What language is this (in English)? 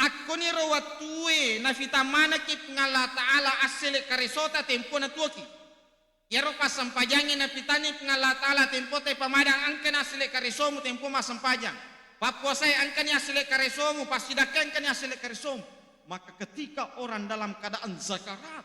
Buginese